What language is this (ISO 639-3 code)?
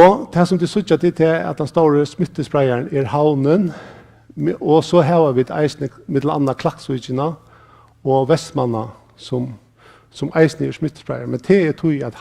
fao